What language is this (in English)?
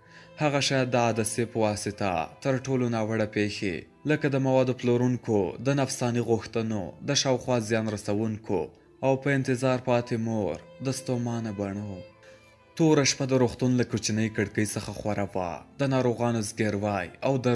Pashto